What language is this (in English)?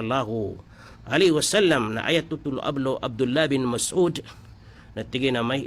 Maranao